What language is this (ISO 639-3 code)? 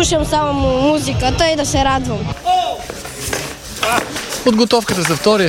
bul